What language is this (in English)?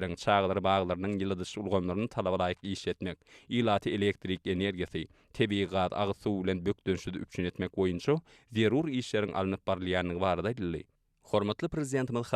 Turkmen